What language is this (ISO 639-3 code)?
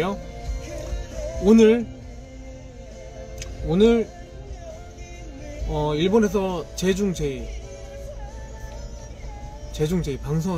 kor